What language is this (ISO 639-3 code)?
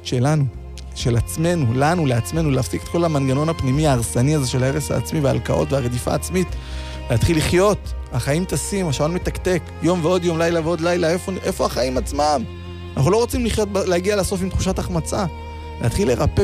heb